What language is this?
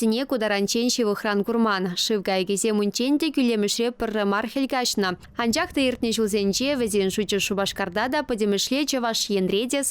Chuvash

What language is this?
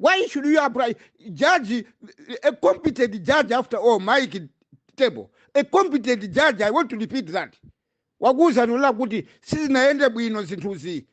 Nyanja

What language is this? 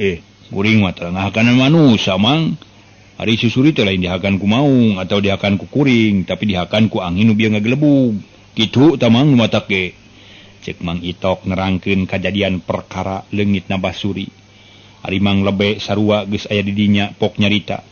Sundanese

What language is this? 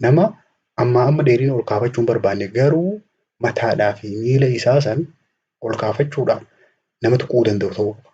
Oromo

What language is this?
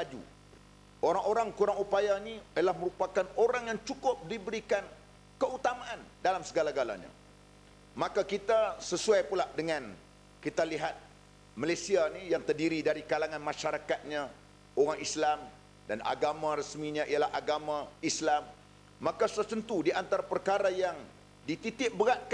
Malay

